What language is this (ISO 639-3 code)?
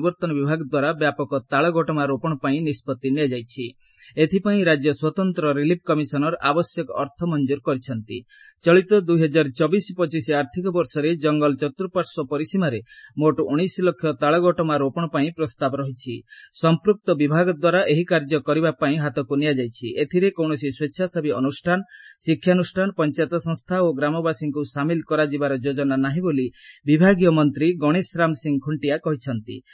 ori